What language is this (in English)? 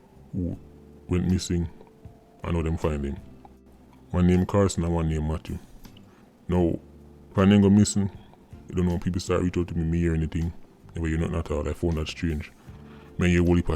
Jamaican Creole English